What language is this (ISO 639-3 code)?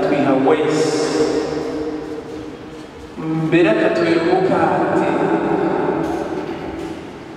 kin